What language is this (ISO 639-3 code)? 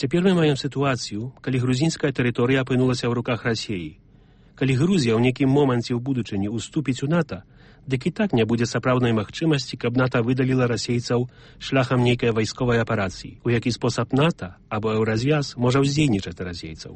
bel